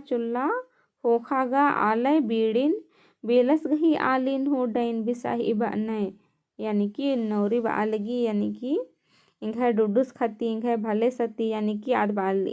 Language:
Kurukh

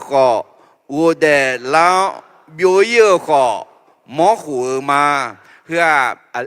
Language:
Akha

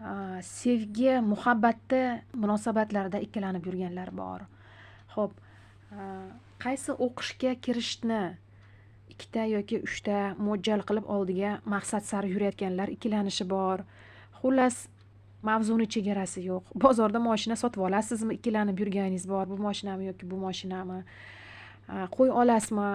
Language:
Uzbek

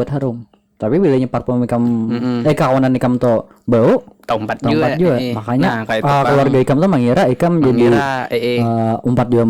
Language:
Banjar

